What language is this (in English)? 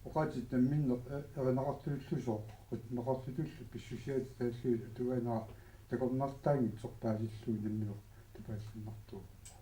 Kalaallisut